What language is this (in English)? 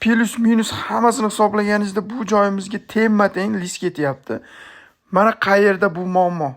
Uzbek